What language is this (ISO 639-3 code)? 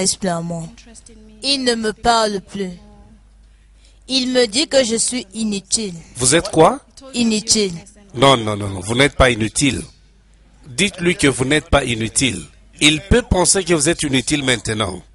fra